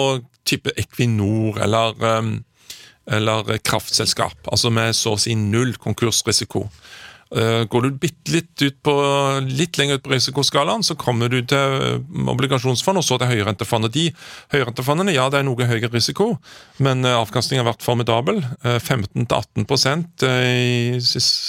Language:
Norwegian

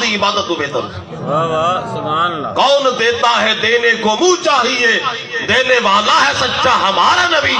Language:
Saraiki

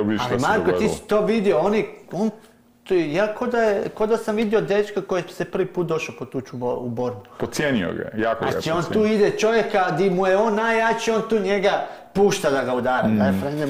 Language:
Croatian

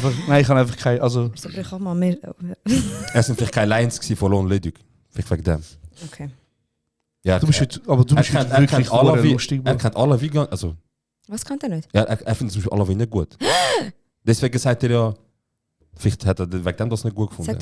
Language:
Swiss German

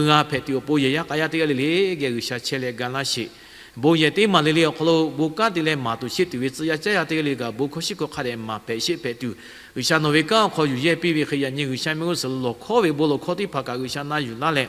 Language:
Lahu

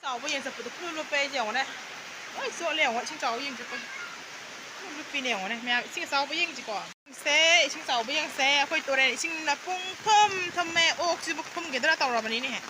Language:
Manipuri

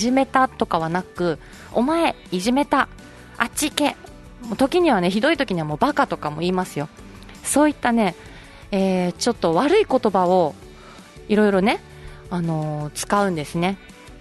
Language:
Japanese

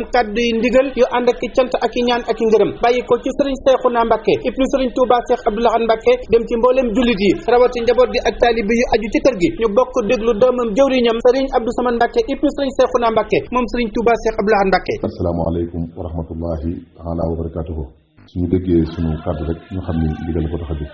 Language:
Wolof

